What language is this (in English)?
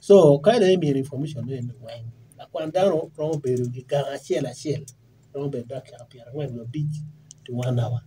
Acoli